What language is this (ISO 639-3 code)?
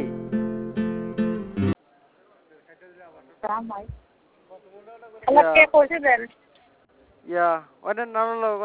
ben